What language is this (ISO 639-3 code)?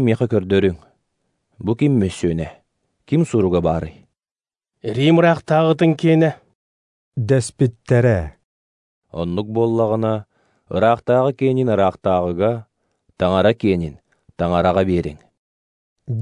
sah